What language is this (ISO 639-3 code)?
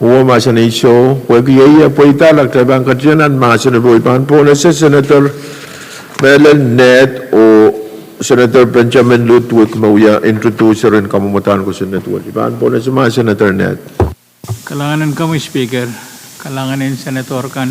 pon